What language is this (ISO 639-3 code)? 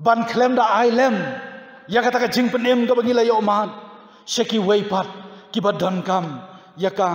kha